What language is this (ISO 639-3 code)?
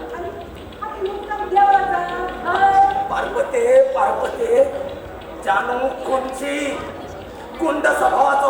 kok